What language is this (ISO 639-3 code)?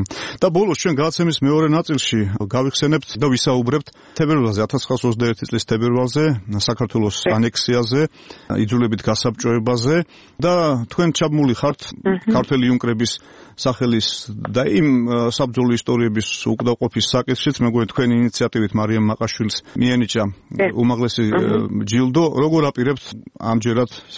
kat